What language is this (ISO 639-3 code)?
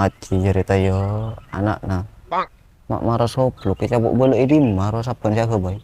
mad